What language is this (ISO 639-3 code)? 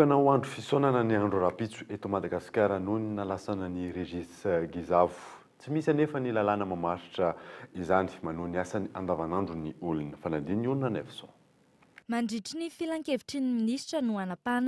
mlg